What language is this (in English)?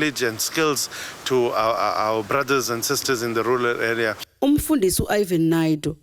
Zulu